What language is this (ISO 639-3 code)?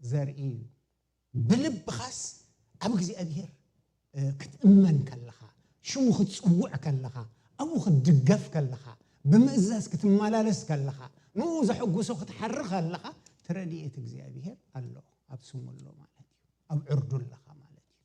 tir